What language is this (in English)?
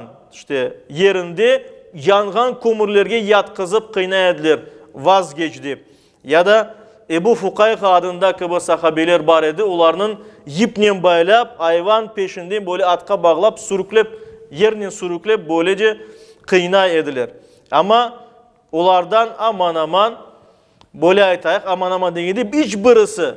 Crimean Tatar